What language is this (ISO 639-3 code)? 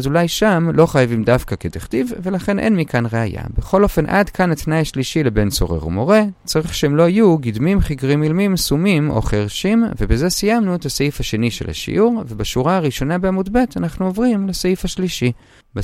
heb